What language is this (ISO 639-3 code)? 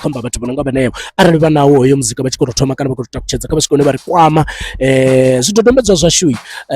ven